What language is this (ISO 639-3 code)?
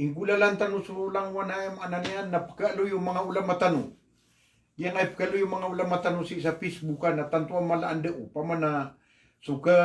mrw